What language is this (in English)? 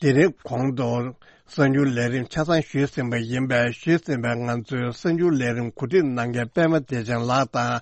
Tibetan